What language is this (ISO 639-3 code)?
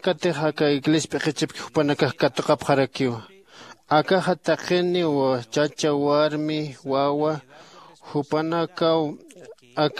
aym